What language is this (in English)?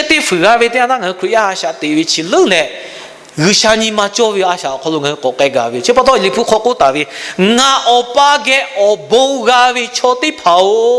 Lahu